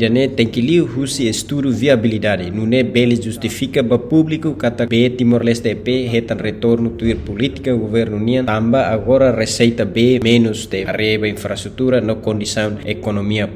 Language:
Tetum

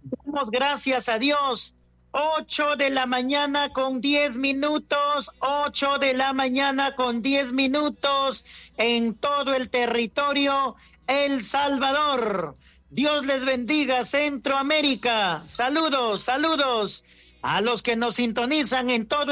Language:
Spanish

